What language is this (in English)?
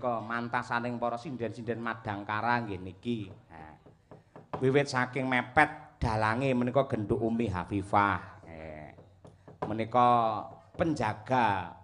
Javanese